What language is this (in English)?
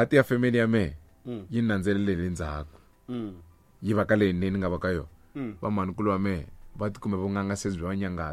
Tsonga